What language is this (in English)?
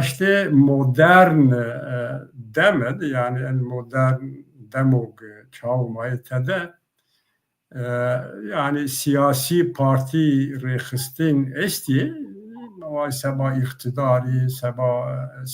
Zaza